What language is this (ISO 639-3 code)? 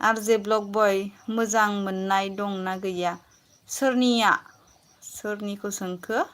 brx